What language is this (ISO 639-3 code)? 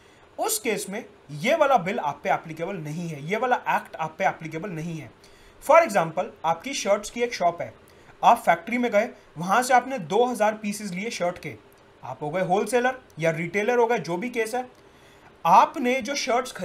hin